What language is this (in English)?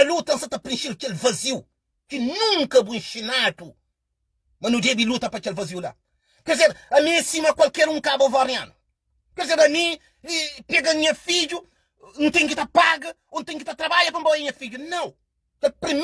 Kabuverdianu